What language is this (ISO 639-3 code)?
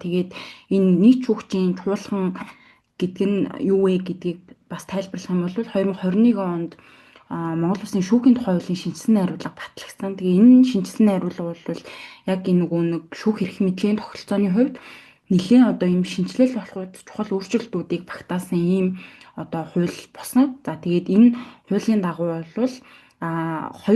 mon